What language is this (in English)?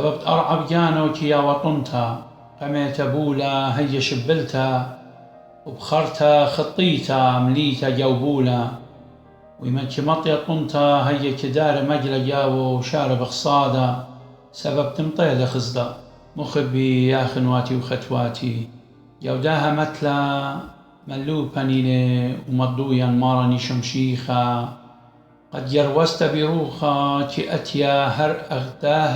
Assyrian Neo-Aramaic